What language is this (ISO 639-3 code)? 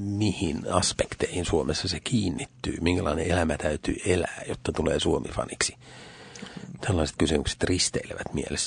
fin